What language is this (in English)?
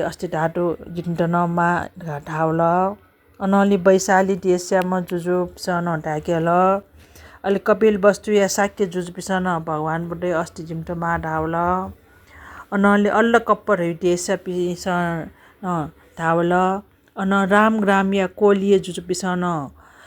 Newari